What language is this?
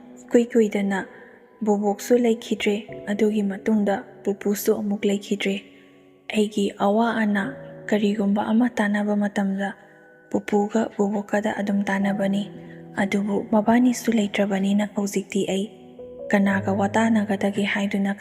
Manipuri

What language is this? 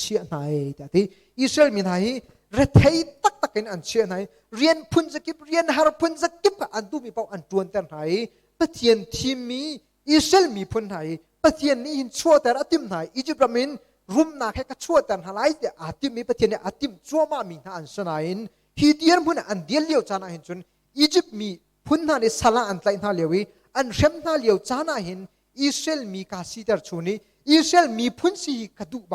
Hakha Chin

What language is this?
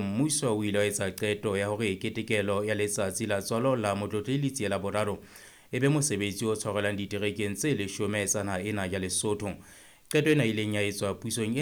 Southern Sotho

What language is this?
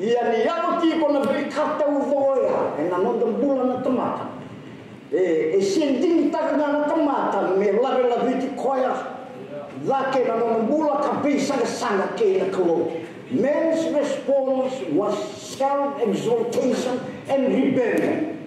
Fijian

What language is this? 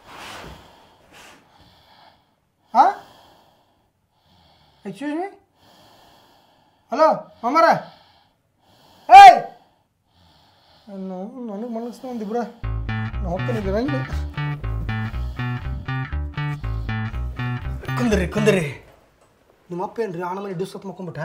Kannada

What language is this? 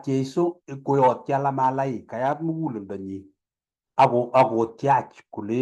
Kalenjin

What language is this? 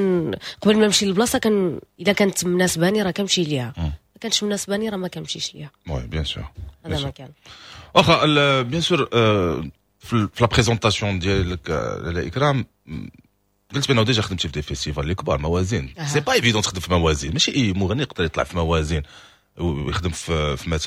Moroccan Arabic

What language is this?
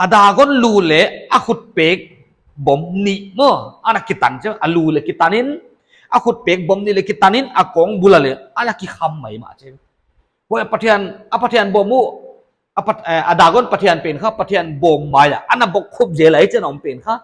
Paite Chin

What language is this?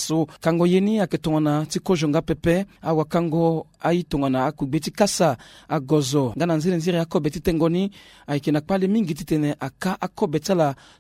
Sango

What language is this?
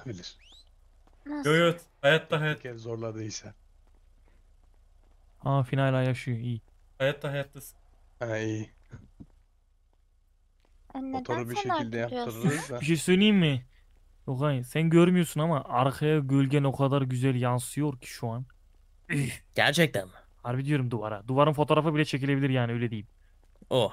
Turkish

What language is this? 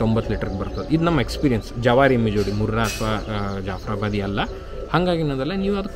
Kannada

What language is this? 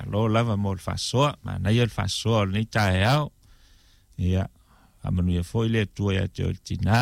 Samoan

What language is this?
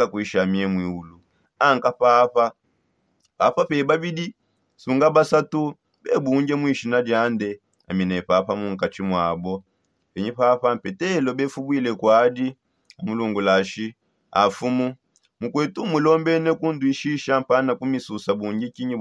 Songe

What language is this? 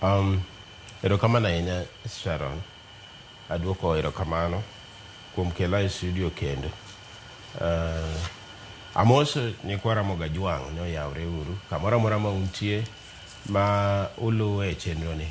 Luo (Kenya and Tanzania)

